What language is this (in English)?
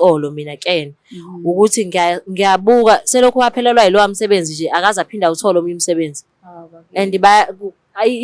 Zulu